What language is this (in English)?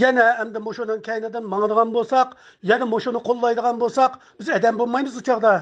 Uyghur